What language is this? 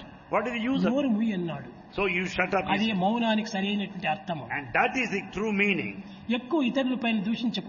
Telugu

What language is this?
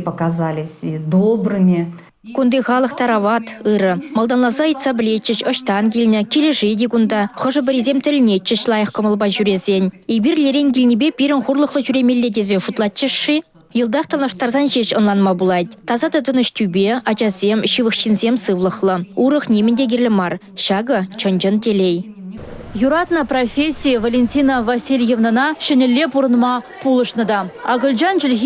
Chuvash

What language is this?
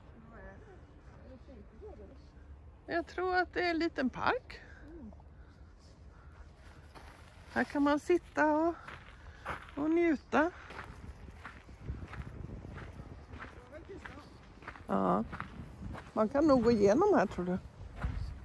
Swedish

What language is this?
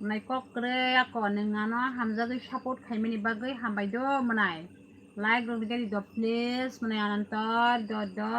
Kok Borok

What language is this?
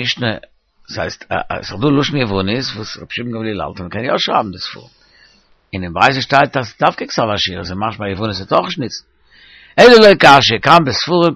Yiddish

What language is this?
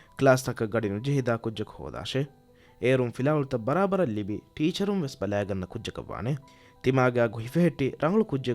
Divehi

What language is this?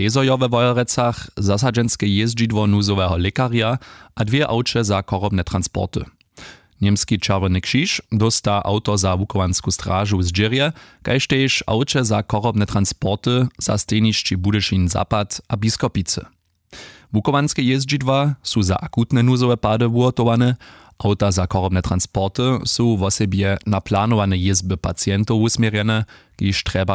Upper Sorbian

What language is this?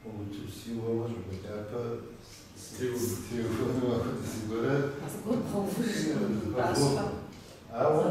Kabardian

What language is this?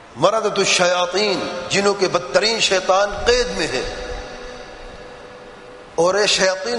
Urdu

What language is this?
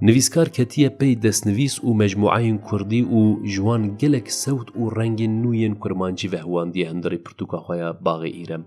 Kurdish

